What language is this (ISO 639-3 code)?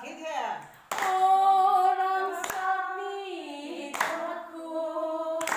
trp